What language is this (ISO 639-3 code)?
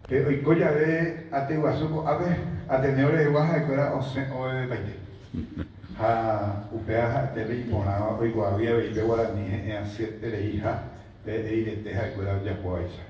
grn